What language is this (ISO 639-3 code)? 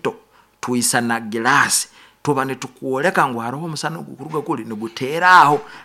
nyo